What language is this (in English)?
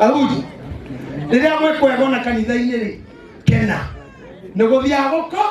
Kikuyu